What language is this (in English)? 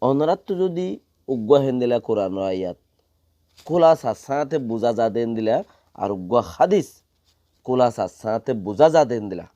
Rohingya